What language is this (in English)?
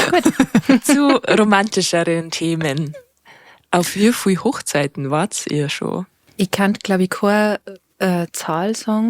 Bavarian